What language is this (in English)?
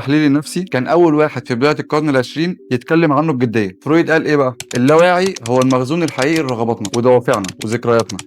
Egyptian Arabic